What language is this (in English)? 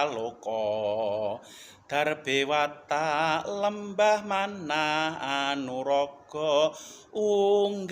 Javanese